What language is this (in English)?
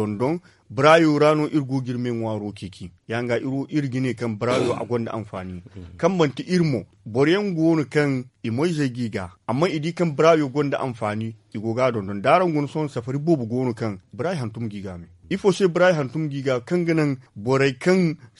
Zarma